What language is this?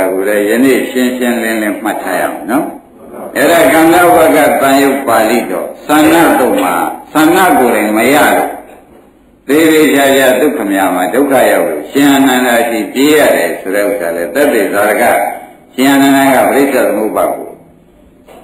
Burmese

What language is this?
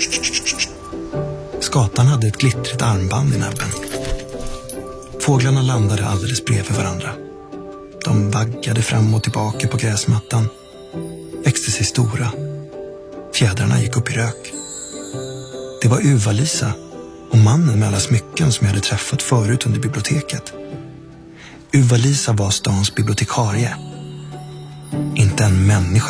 Swedish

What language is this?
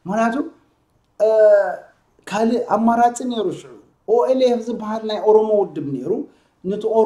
Tigrinya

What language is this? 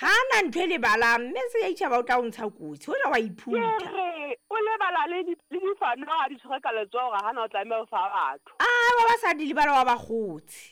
Southern Sotho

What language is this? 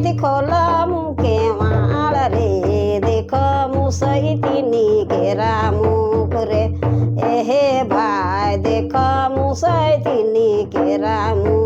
Sadri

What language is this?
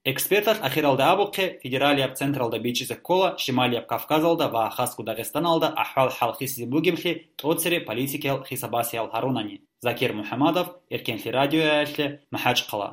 Avaric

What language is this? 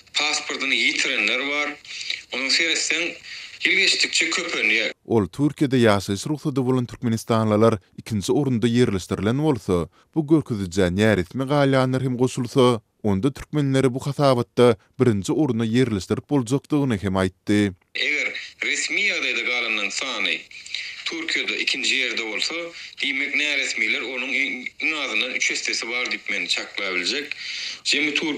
Turkmen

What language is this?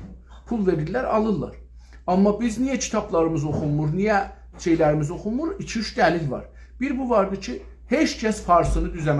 South Azerbaijani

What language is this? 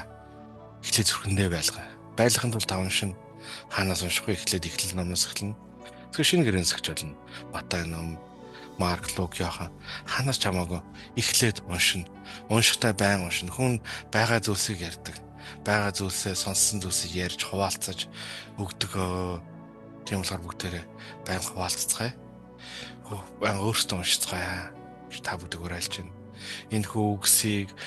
Mongolian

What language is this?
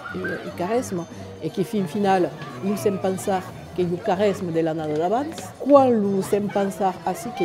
Occitan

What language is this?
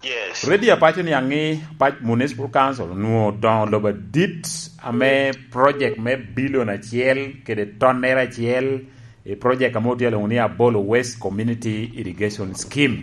Lango (Uganda)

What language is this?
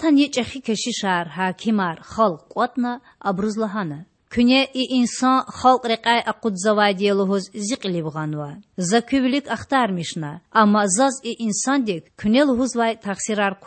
Lezghian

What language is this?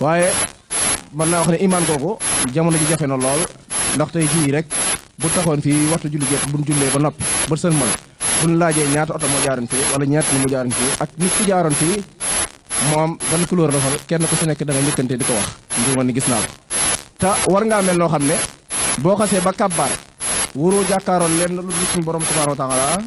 Wolof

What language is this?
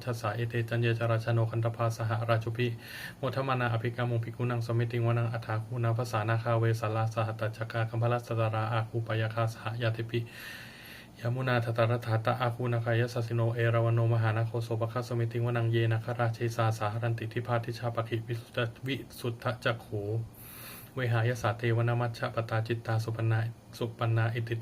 Pali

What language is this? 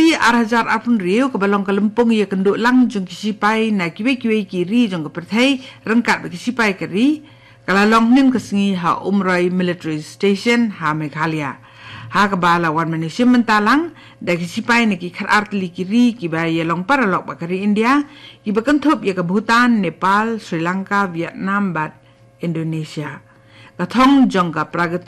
Khasi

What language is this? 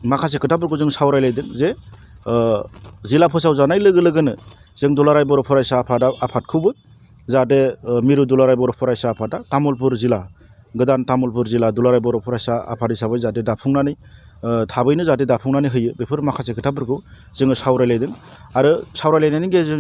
Bodo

